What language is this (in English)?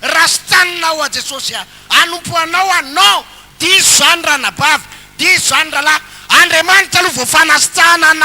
Malagasy